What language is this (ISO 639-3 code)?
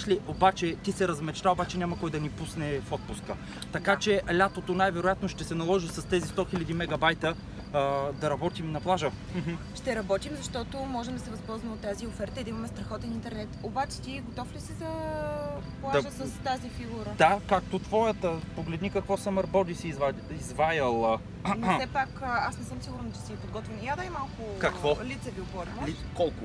bul